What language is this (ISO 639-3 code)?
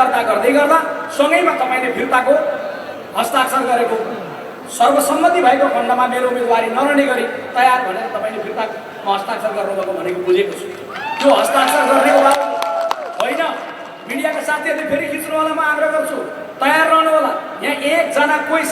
nep